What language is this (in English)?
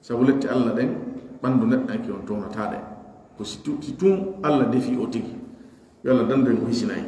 Pular